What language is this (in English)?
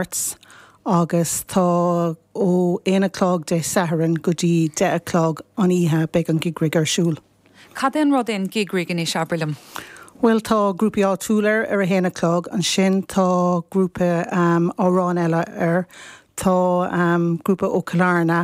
Irish